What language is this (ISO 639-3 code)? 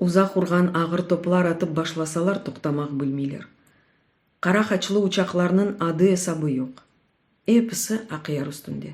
crh